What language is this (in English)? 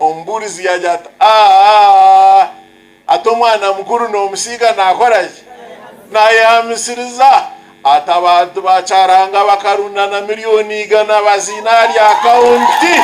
Nyankole